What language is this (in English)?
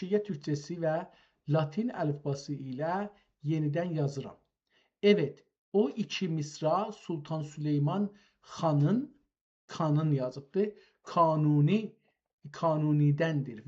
South Azerbaijani